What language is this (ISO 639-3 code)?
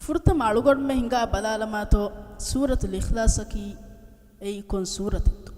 div